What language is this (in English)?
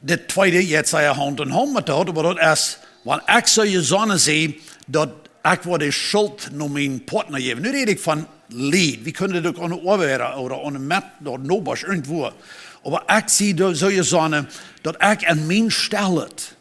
Plautdietsch